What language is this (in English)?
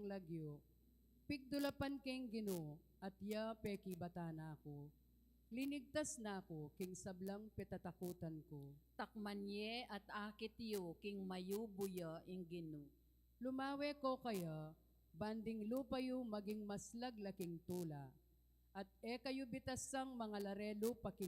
Pampanga